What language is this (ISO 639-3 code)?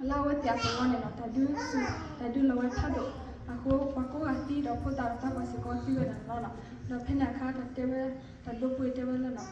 ksw